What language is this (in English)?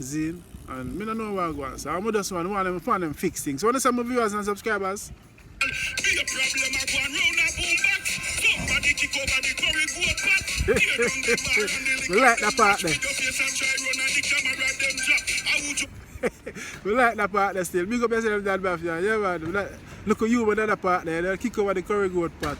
Jamaican Creole English